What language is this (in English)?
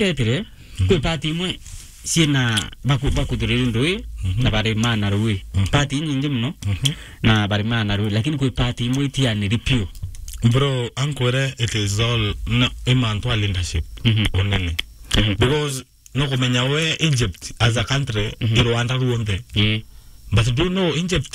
Meru